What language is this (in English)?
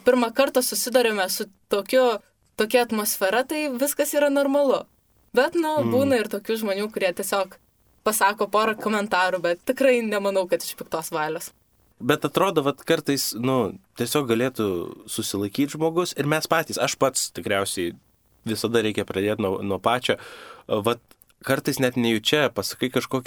Lithuanian